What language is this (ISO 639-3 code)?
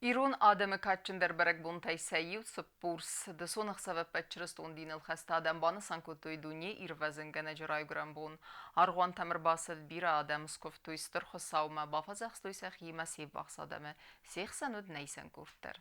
oss